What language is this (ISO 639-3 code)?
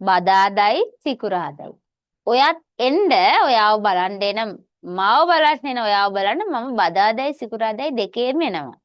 sin